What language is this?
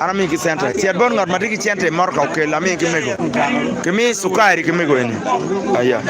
Acoli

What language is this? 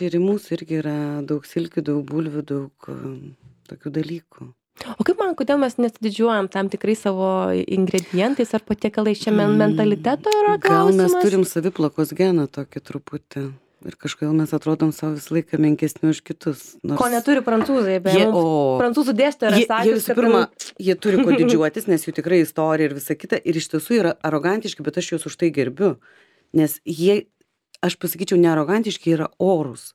Lithuanian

